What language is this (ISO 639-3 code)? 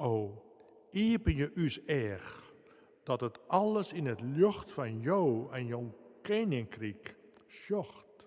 fry